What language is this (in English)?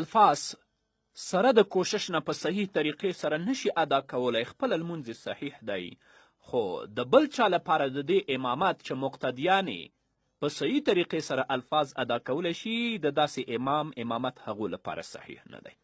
Pashto